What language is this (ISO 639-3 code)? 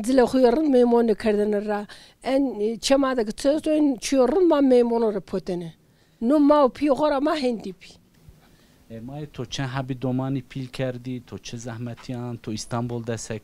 zza